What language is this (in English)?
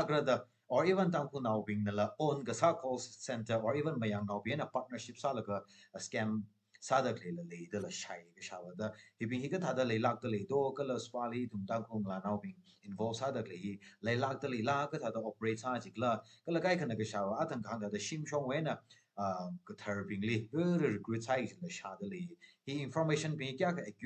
Tangkhul Naga (India)